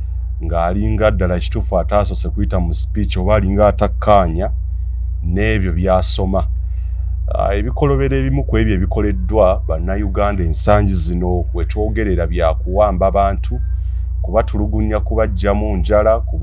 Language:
Ganda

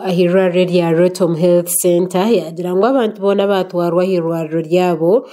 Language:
Nyankole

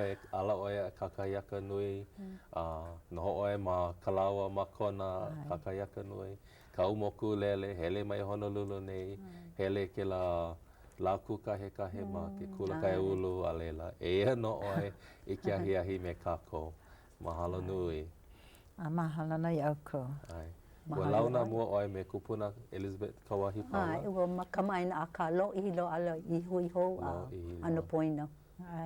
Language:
Hawaiian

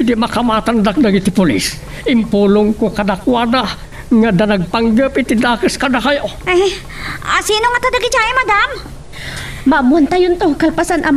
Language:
Iloko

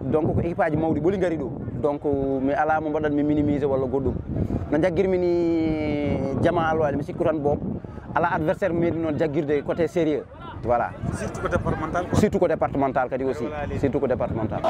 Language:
Fula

